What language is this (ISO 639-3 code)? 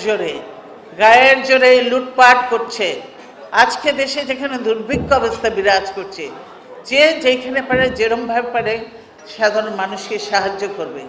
ben